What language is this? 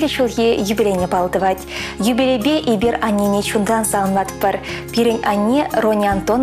Chuvash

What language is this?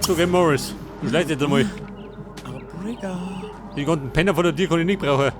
Bavarian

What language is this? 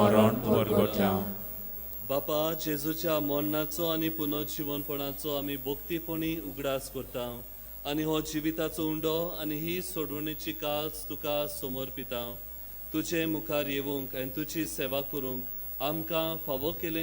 Konkani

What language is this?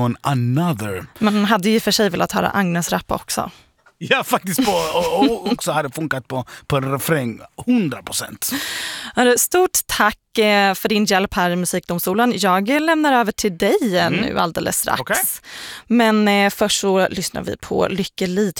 Swedish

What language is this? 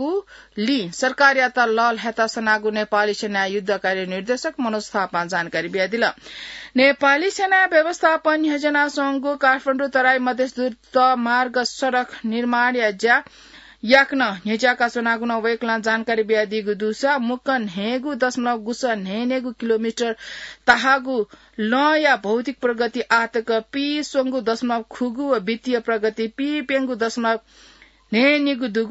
Newari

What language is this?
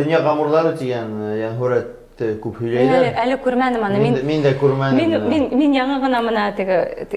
Bashkir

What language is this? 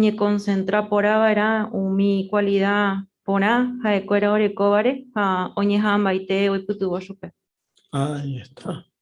Guarani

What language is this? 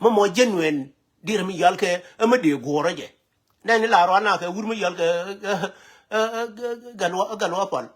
Nuer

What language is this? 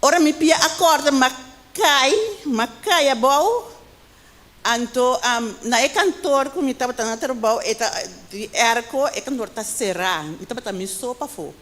Papiamento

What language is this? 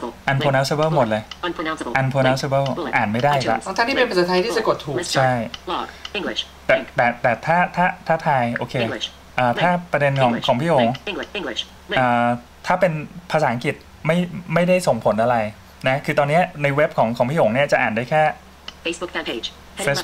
Thai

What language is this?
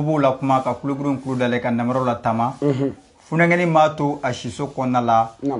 Bambara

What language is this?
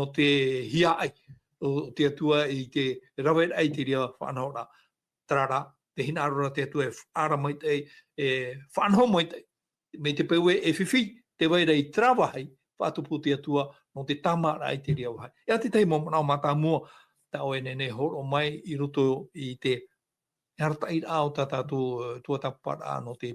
Tahitian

